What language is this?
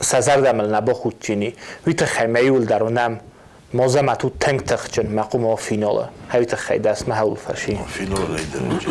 Ossetic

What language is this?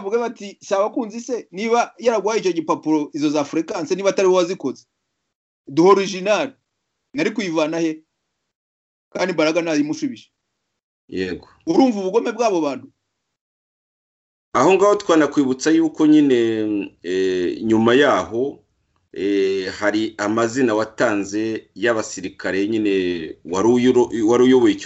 Kinyarwanda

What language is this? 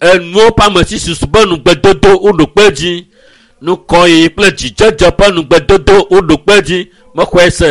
Ewe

